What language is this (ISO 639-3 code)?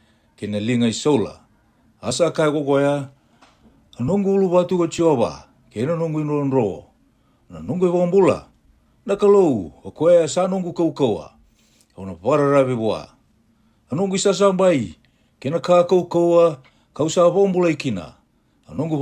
fij